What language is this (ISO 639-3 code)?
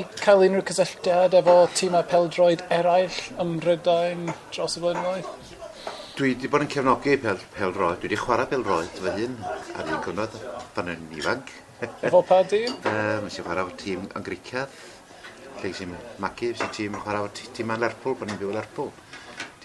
cym